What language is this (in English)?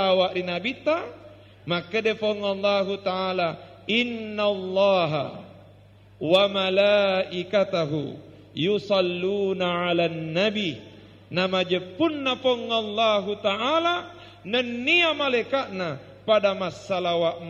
Buginese